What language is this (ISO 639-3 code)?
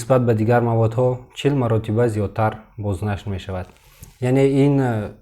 tgk